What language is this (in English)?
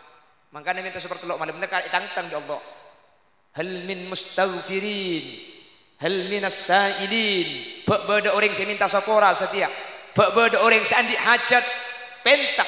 Madurese